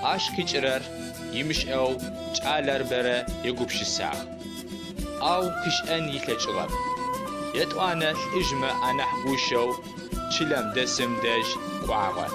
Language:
Adyghe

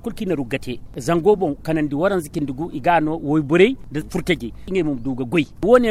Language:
Zarma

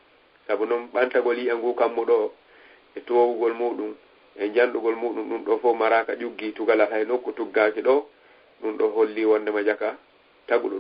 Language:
Fula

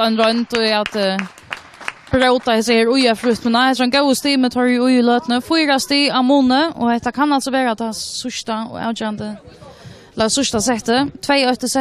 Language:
Faroese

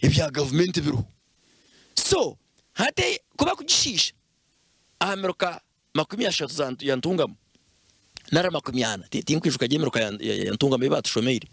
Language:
Nyankole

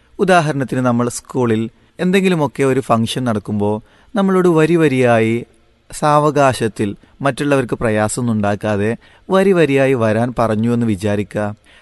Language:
Malayalam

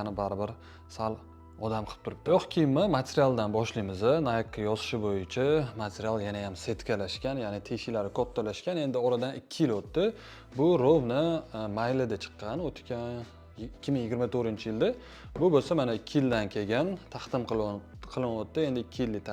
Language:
Uzbek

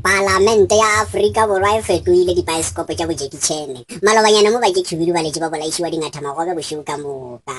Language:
Northern Sotho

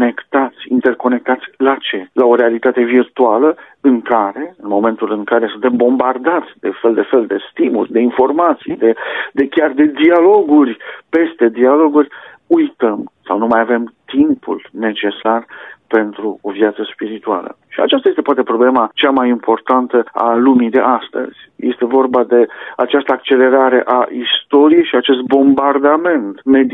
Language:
Romanian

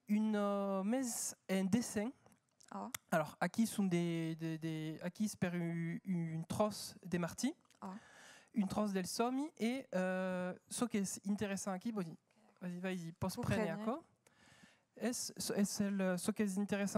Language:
Occitan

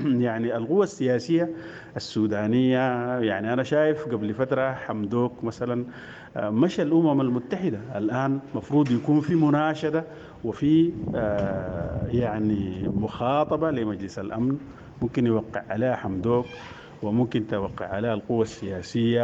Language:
Sudanese Arabic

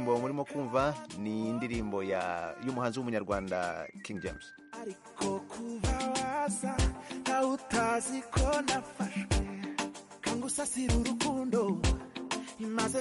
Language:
Kinyarwanda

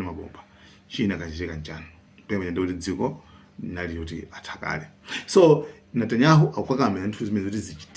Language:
Nyanja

